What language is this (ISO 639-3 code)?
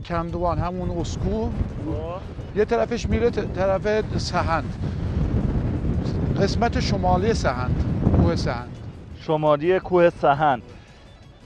fas